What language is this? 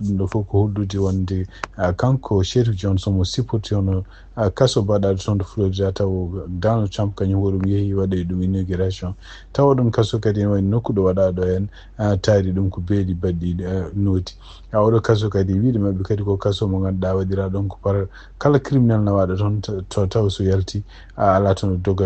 Fula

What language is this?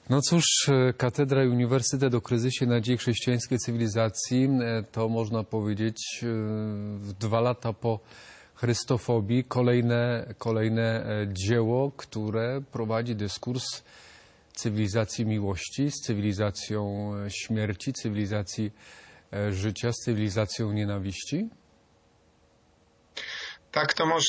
Polish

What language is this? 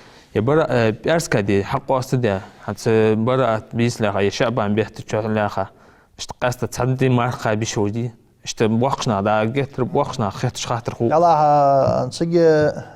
Ingush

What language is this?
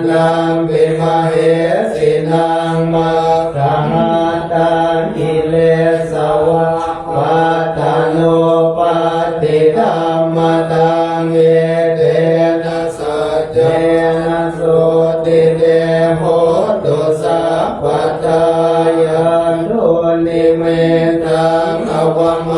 Pali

